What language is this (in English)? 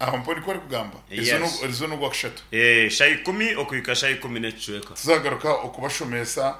Nyankole